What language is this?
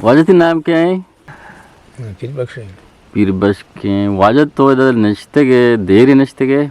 Eastern Balochi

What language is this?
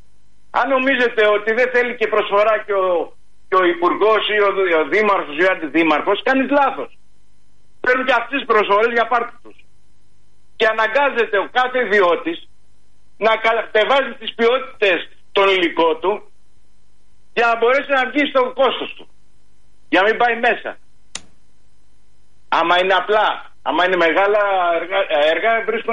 Greek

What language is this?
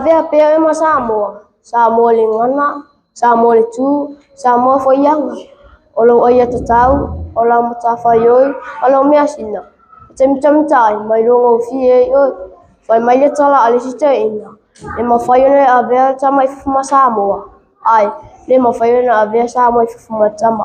Samoan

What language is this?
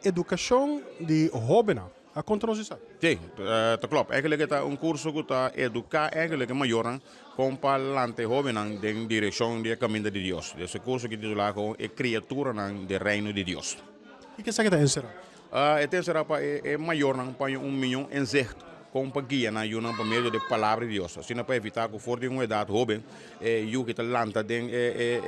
Papiamento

